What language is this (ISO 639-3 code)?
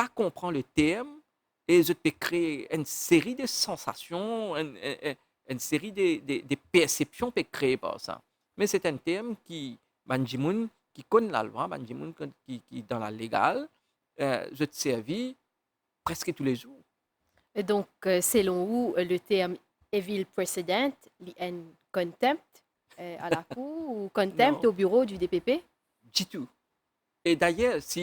mfe